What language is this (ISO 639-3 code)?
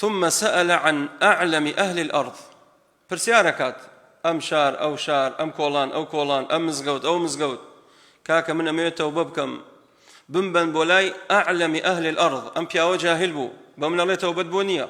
ckb